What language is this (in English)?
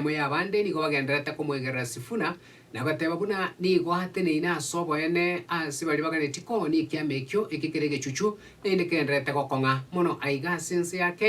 Gusii